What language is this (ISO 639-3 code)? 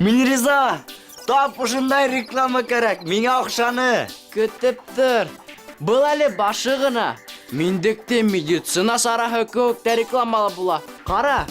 bak